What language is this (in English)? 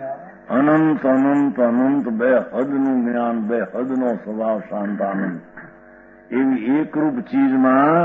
Gujarati